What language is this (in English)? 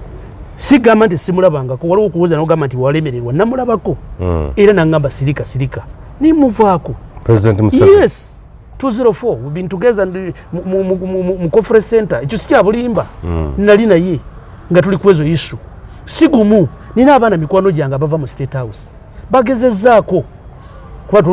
Ganda